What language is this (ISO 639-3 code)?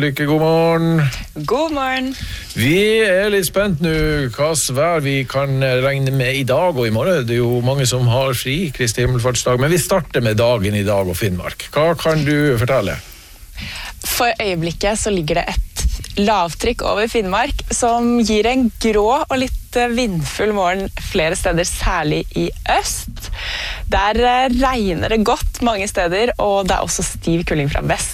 nor